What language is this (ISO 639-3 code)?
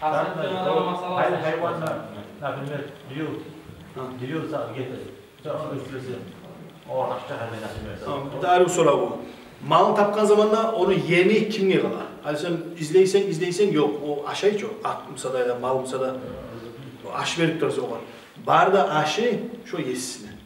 kum